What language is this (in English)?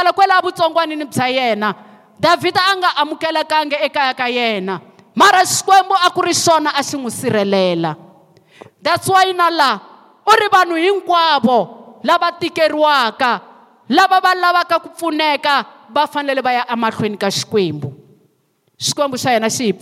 Tsonga